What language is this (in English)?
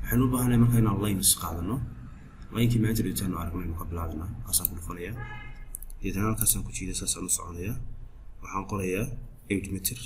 Somali